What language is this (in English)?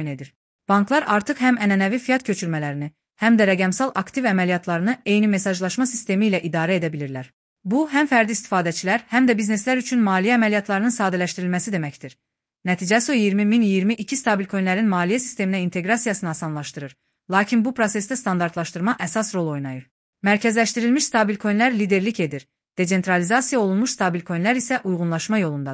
Azerbaijani